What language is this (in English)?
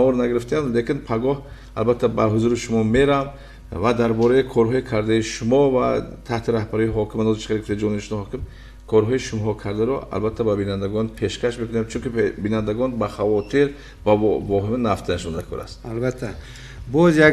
Tajik